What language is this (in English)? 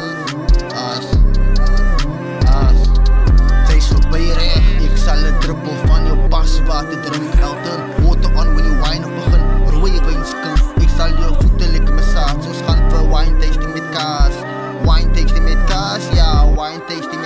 Afrikaans